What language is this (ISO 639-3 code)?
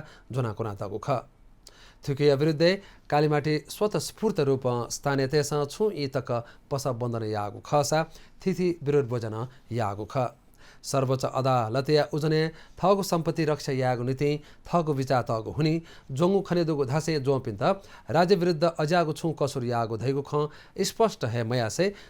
new